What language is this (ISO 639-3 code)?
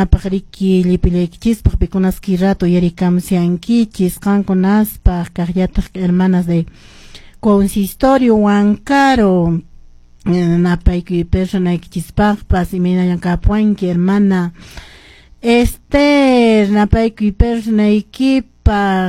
que